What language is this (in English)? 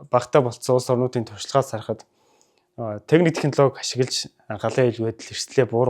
Mongolian